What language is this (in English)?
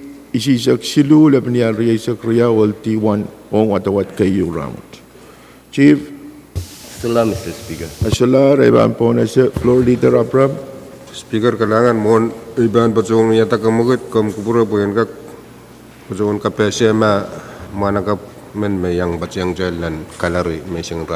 Pohnpeian